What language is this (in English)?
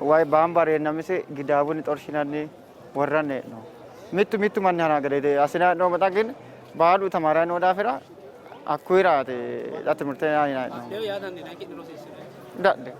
Sidamo